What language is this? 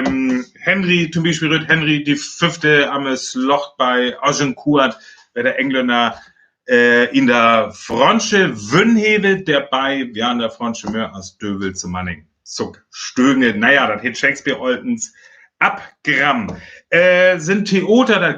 Northern Frisian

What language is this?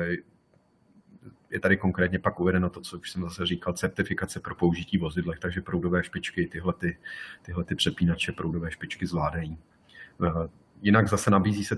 Czech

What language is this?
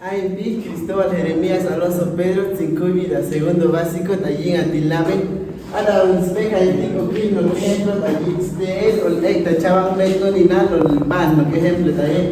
Chuj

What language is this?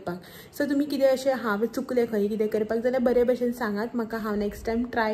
Konkani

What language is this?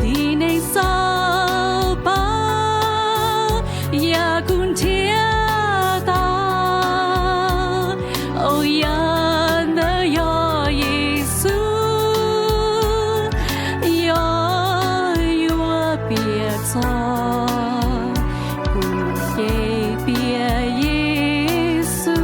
Hmong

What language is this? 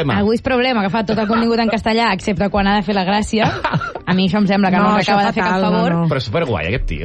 Catalan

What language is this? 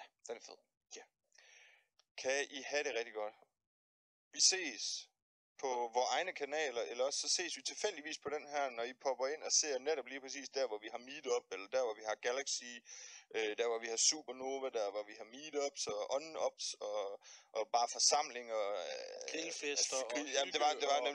Danish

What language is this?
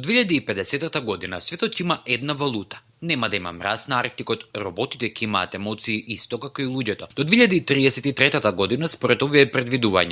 Macedonian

